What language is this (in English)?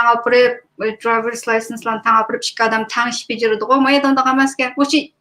Uyghur